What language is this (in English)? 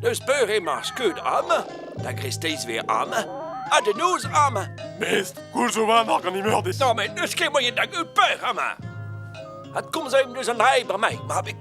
Breton